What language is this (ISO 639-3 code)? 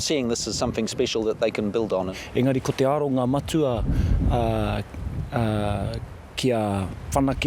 mri